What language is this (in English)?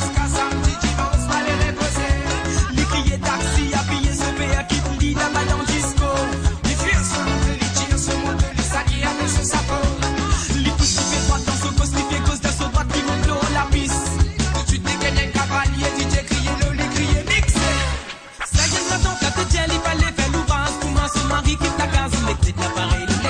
Morisyen